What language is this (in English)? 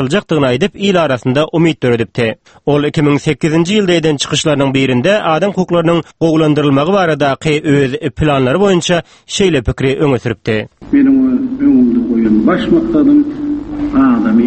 Turkmen